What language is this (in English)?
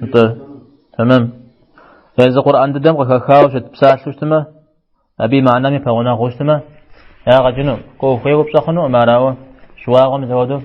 Kabardian